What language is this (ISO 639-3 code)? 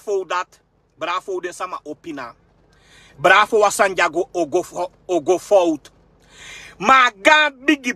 srn